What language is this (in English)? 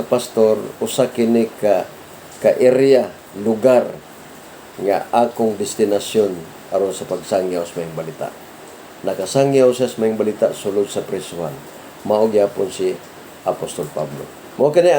Cebuano